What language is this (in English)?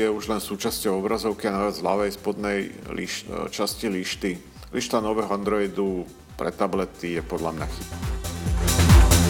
Slovak